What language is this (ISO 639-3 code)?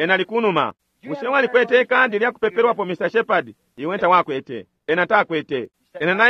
bem